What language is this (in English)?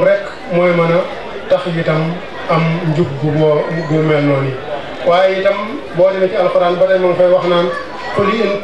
Wolof